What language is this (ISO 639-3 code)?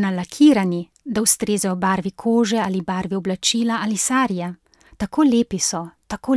slv